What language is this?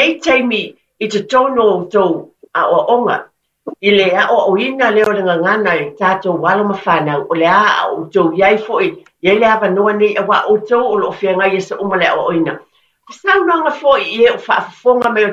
Samoan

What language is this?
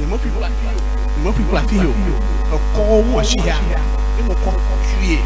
Ewe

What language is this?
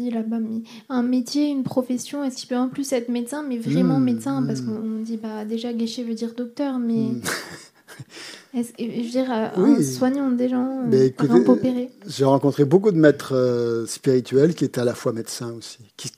French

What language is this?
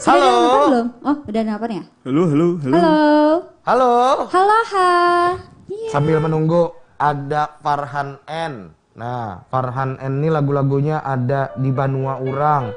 Banjar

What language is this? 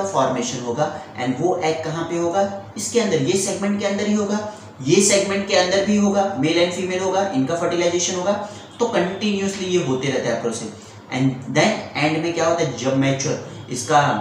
Hindi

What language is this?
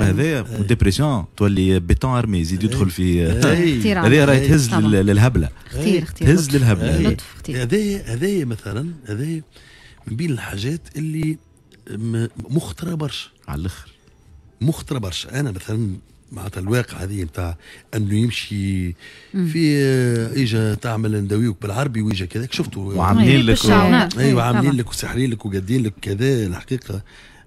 Tunisian Arabic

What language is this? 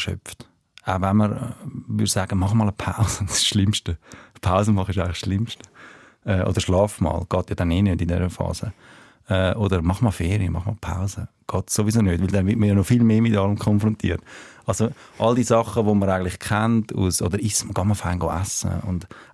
Swiss German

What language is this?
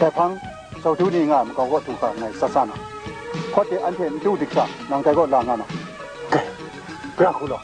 Kachin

